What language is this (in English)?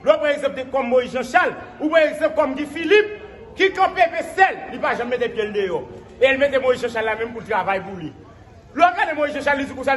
Haitian Creole